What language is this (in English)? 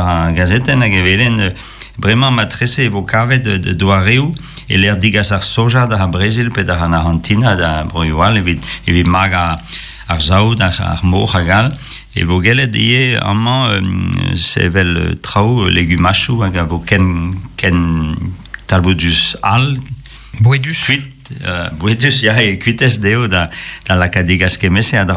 Breton